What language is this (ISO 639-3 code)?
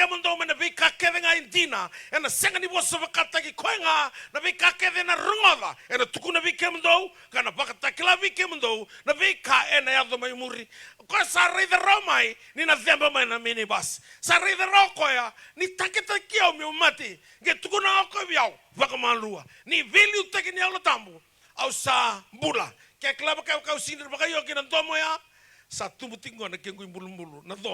fij